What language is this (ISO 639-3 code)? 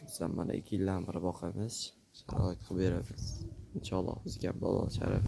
uzb